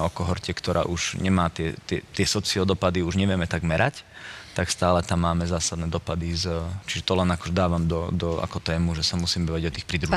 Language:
Slovak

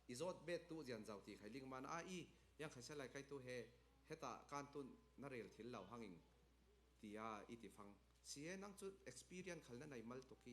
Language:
Falam Chin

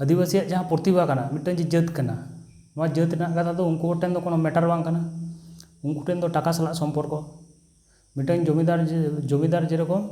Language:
Santali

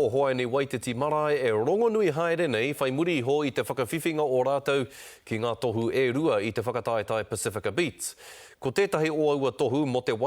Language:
Māori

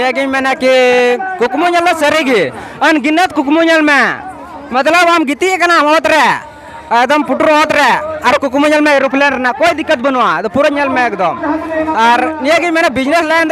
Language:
Santali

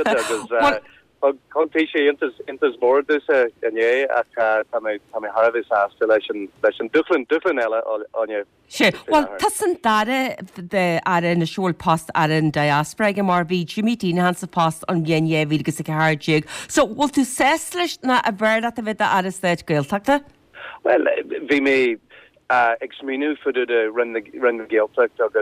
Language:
Irish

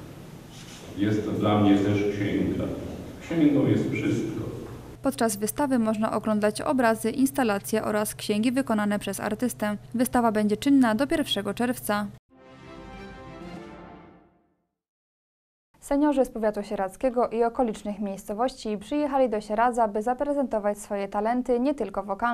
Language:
Polish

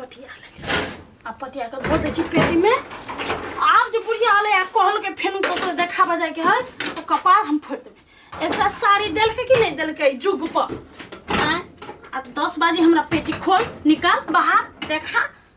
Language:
Maithili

